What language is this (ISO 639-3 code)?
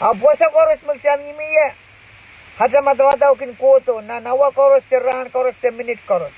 pon